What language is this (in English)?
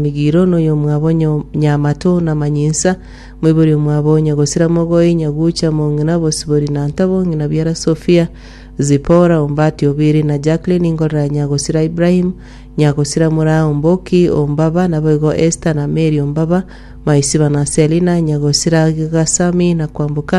Gusii